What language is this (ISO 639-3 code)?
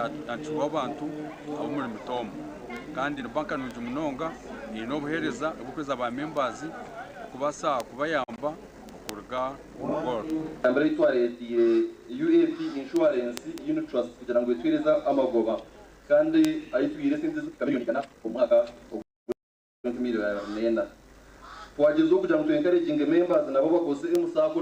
nyn